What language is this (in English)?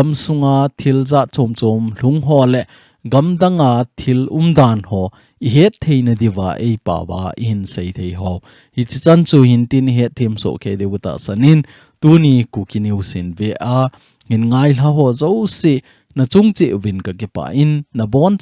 Thado Chin